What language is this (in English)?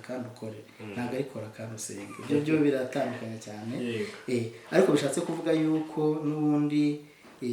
Kinyarwanda